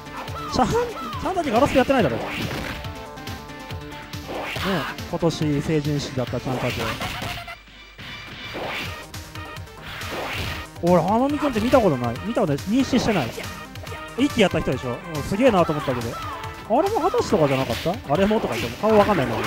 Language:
Japanese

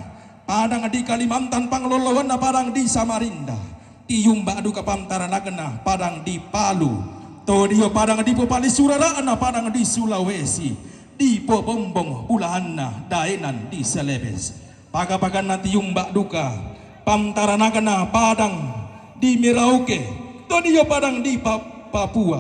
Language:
Toraja-Sa'dan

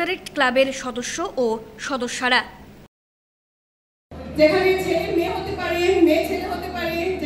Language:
Bangla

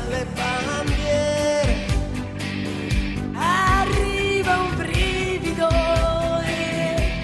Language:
Italian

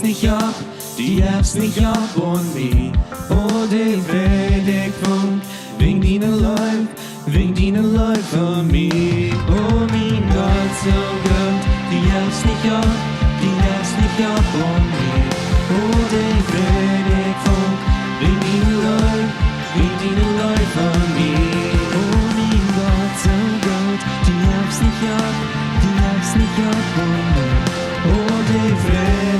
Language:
Plautdietsch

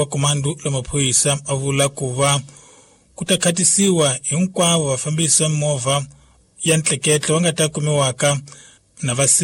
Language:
Tsonga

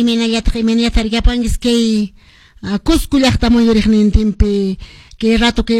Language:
Quechua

